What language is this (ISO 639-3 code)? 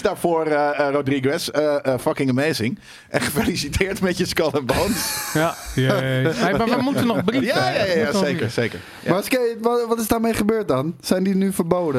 nld